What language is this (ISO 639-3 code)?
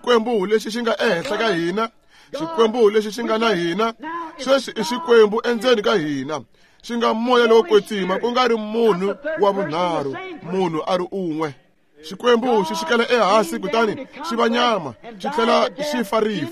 tso